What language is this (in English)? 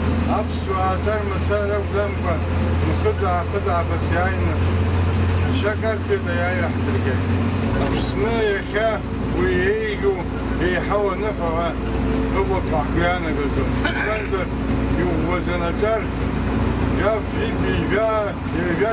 Abkhazian